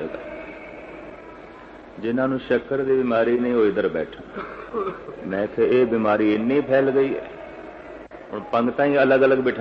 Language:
Punjabi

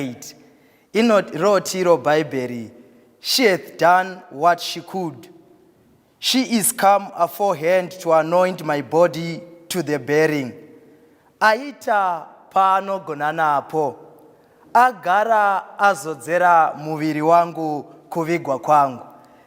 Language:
Shona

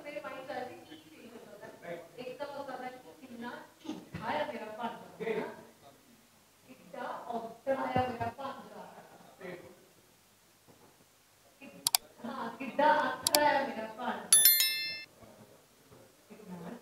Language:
Punjabi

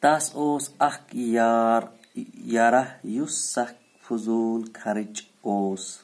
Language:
Kashmiri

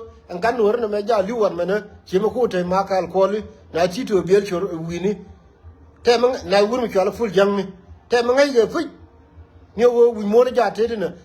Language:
Nuer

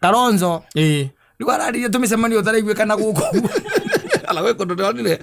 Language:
Kikuyu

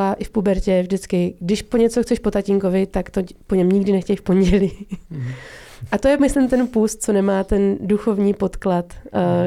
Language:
Czech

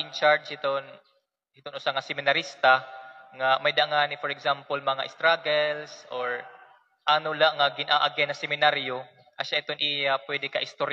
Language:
Waray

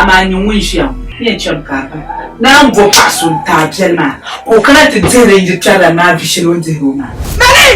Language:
Dagbani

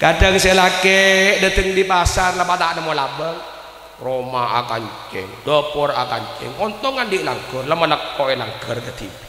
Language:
Madurese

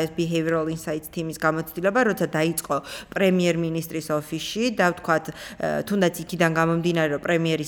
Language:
Georgian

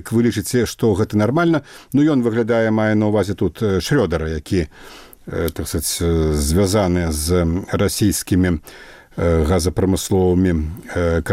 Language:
Belarusian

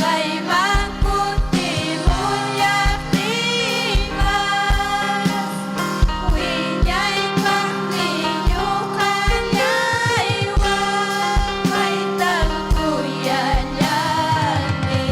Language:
Ayacucho Quechua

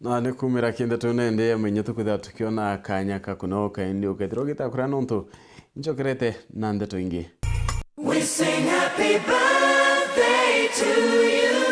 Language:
Meru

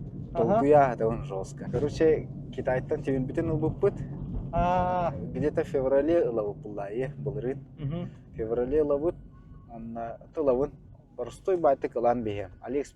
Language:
Yakut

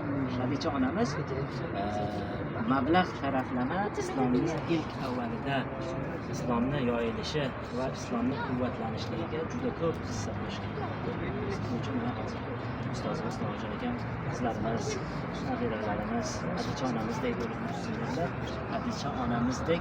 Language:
Uzbek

